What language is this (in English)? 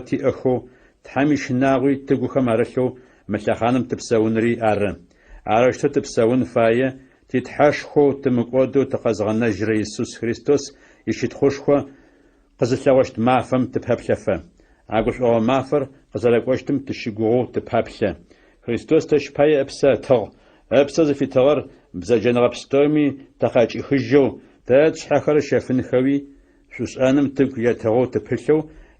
Adyghe